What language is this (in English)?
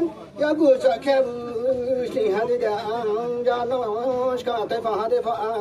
Riang (India)